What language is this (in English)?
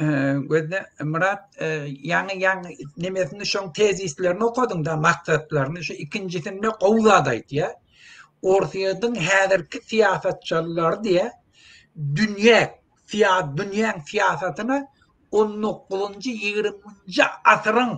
Turkmen